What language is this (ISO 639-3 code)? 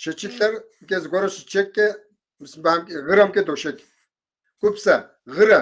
kbd